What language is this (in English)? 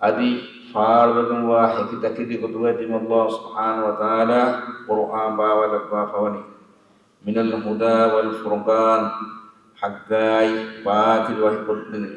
Divehi